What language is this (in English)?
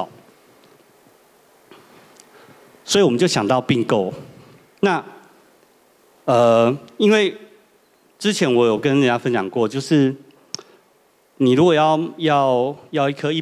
Chinese